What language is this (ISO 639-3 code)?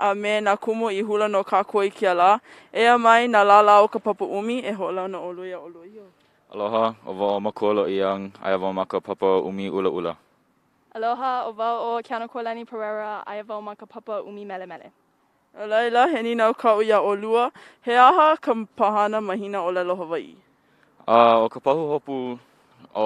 haw